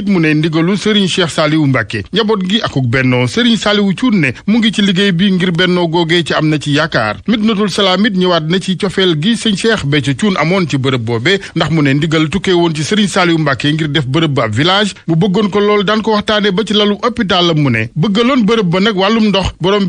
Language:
Wolof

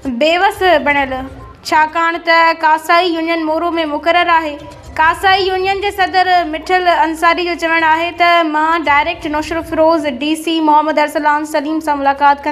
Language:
Sindhi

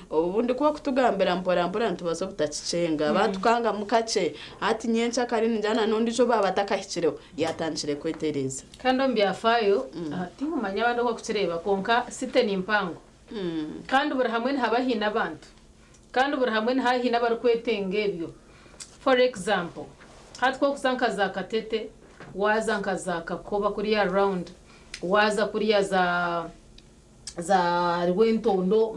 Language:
Nyankole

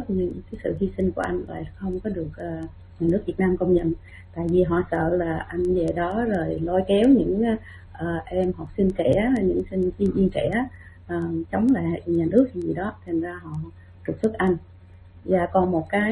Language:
Vietnamese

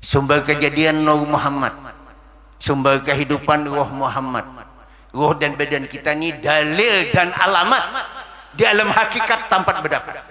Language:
Banjar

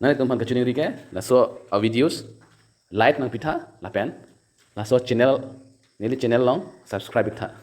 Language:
Karbi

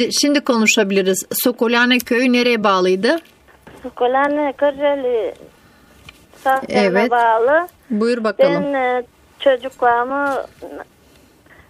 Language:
Turkish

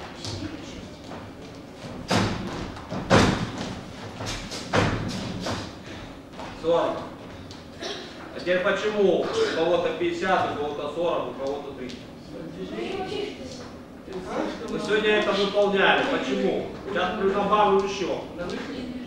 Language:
Russian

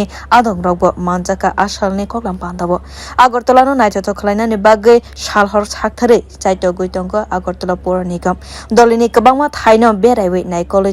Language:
Kok Borok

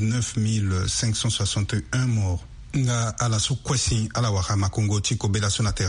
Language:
Sango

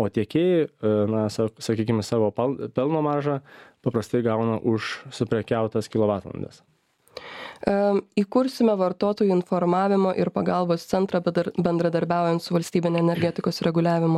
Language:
Lithuanian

